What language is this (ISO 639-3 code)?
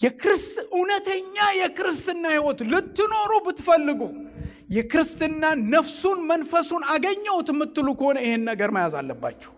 amh